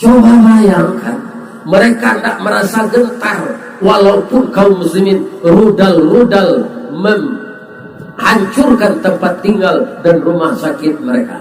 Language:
Minangkabau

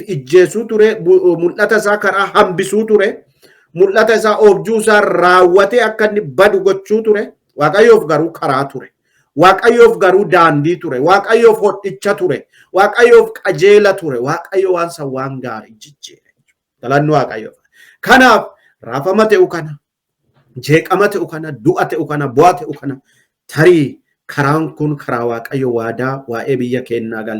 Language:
Oromo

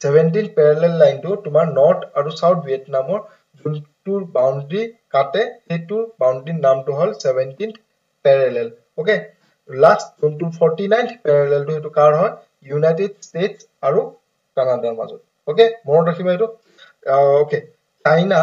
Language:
Assamese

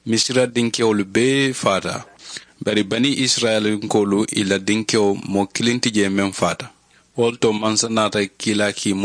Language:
Mandingo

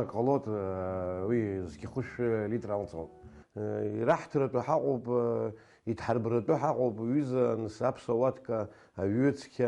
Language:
Abkhazian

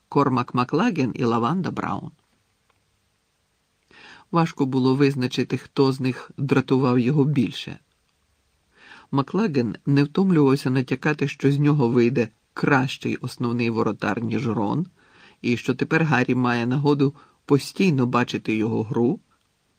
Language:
Ukrainian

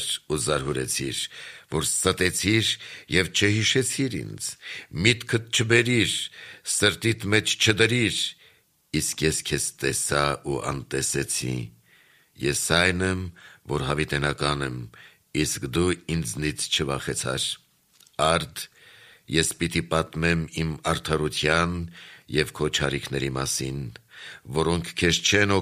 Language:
Armenian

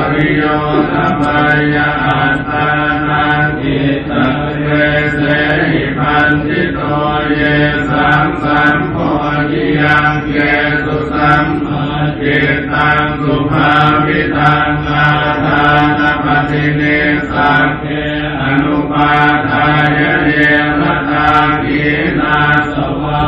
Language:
Pali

